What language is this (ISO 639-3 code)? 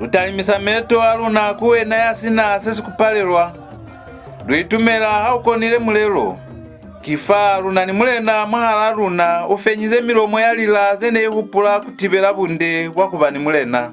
loz